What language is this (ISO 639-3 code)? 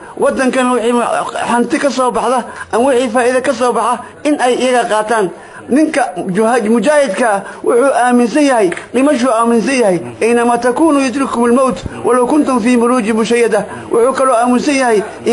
som